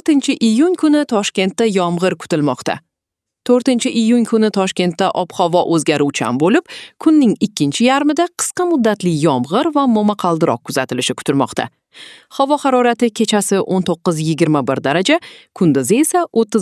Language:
Uzbek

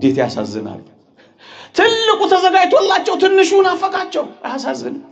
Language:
Amharic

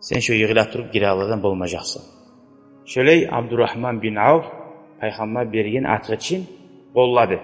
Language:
Kumyk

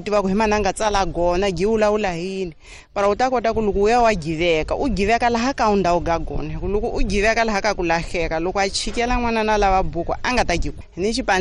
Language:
Tsonga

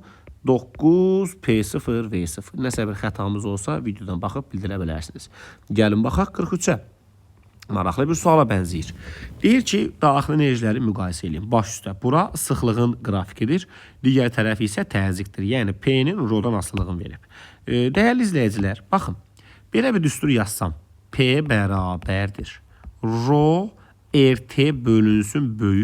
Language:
Azerbaijani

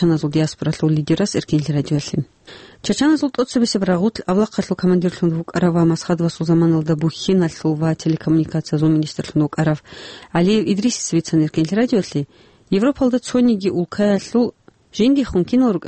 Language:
Avaric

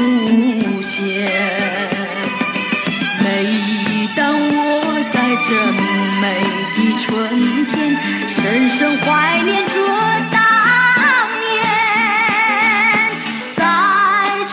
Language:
Chinese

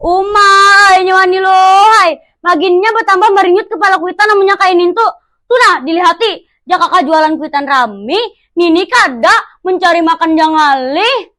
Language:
Banjar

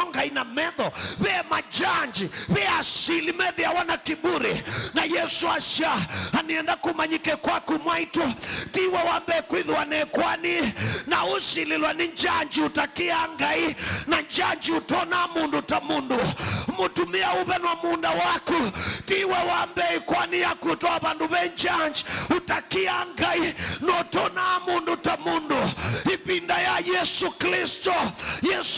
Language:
Kamba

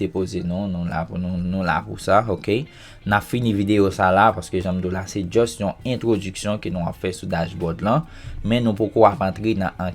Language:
Haitian Creole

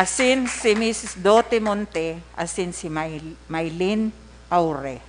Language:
Bikol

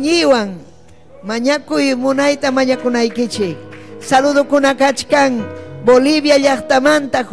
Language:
Ayacucho Quechua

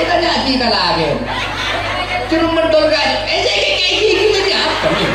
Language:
Madurese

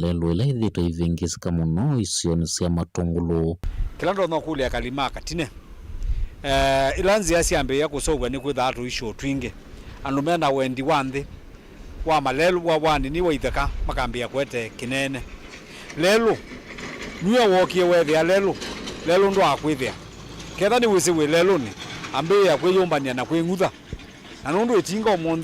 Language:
Kamba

